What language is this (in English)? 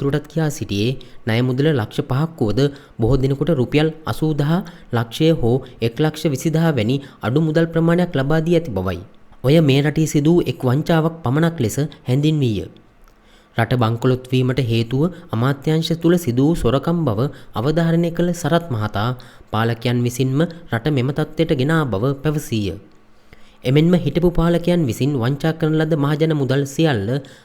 Sinhala